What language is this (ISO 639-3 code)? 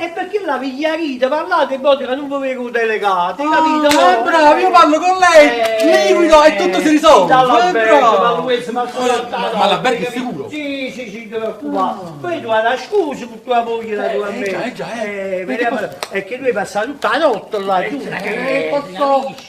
nap